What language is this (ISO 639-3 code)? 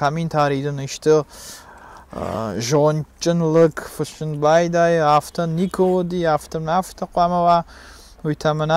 oss